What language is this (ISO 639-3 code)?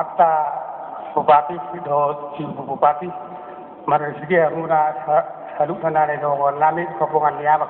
bbc